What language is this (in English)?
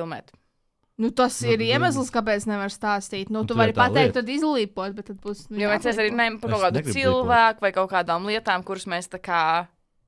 Latvian